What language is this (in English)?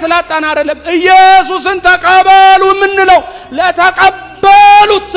Amharic